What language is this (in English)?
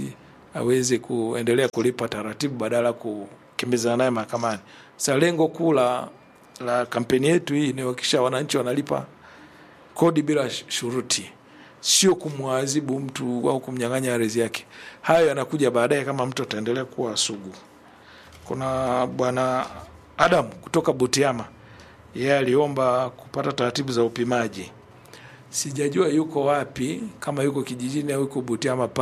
Swahili